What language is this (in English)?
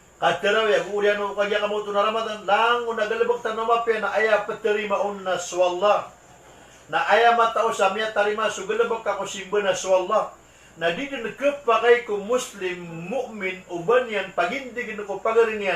Maranao